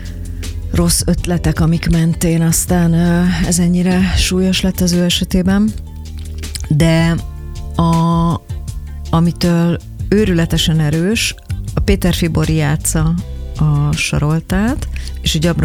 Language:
Hungarian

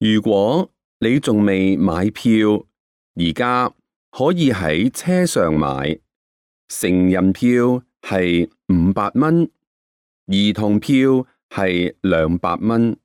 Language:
Cantonese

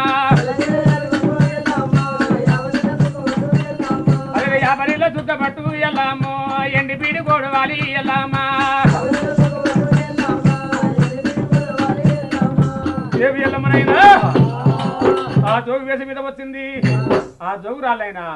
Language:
Telugu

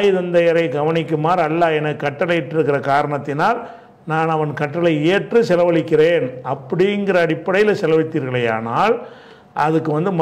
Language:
Tamil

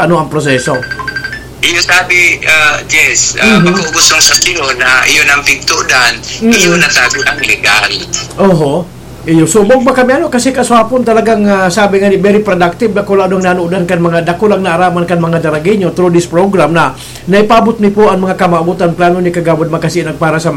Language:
Bikol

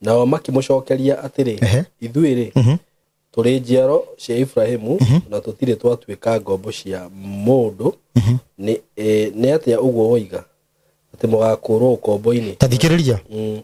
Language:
Kikuyu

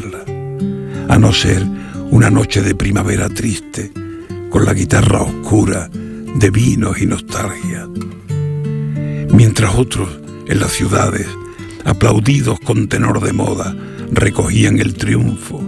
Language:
Spanish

